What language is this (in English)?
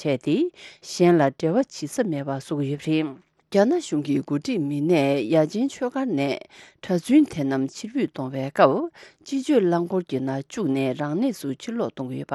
Tibetan